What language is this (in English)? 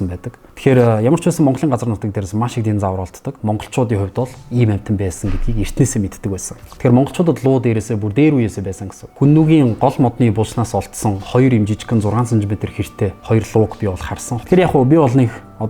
Mongolian